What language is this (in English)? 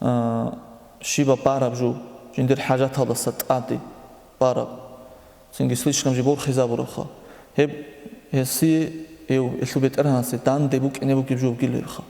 Avaric